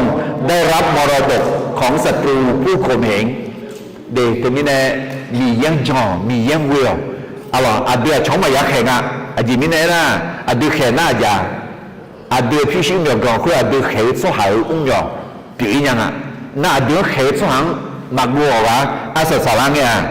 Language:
Akha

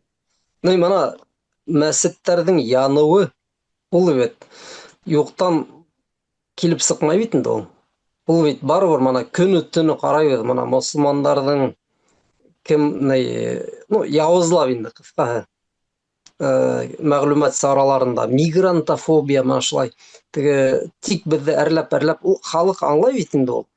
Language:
Bashkir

